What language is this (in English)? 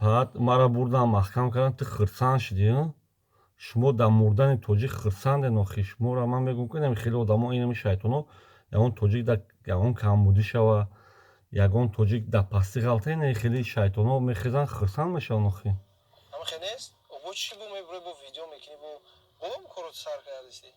Tajik